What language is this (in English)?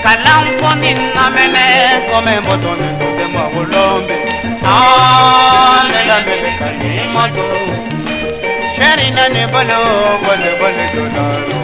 Bambara